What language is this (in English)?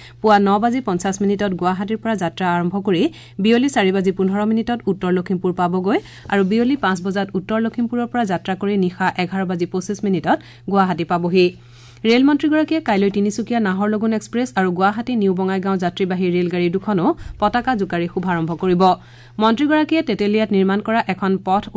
Assamese